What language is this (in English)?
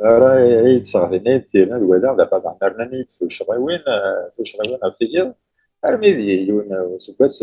Kabyle